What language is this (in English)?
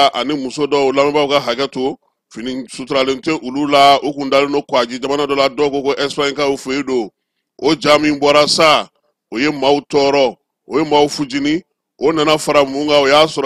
Bambara